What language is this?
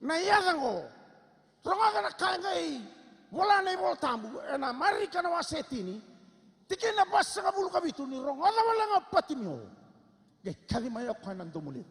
Fijian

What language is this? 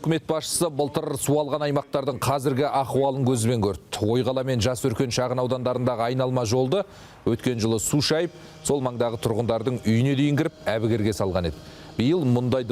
Kazakh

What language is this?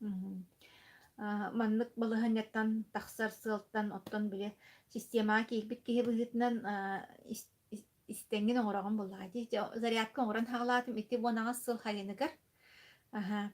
Yakut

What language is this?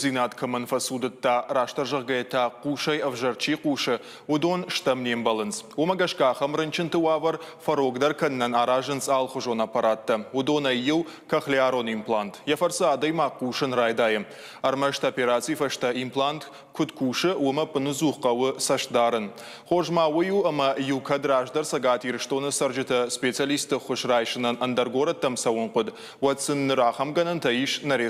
Ossetic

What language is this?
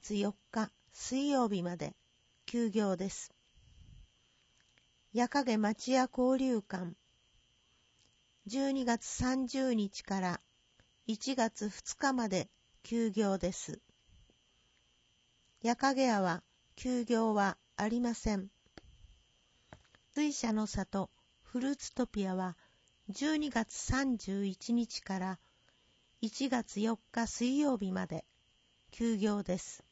Japanese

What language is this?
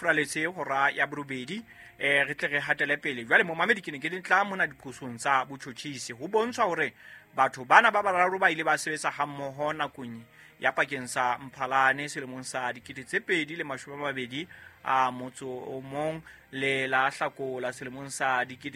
Southern Sotho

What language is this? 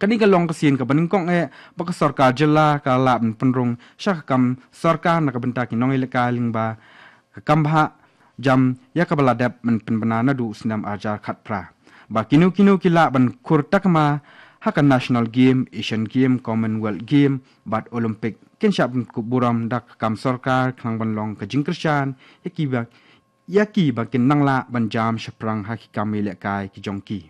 Khasi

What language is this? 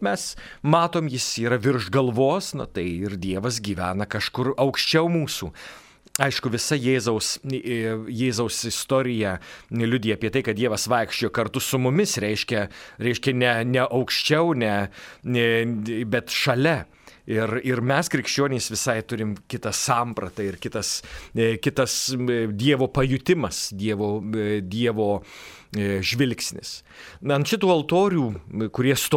Lithuanian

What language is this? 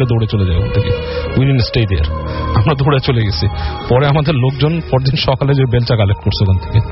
Bangla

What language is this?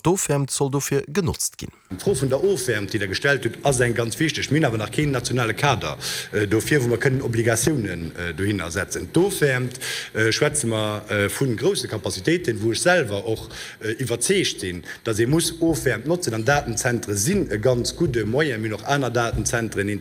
Luxembourgish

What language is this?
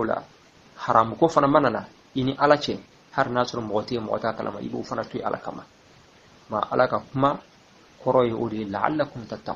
Bambara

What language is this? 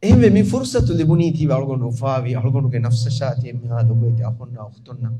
Divehi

